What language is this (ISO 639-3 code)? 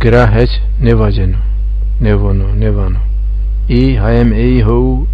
zza